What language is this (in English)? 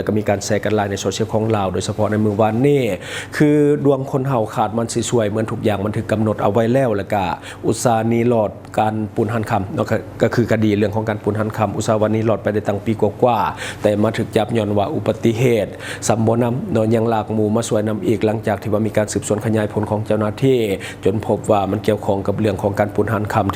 Lao